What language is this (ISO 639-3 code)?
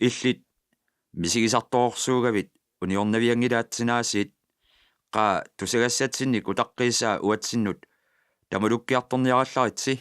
kal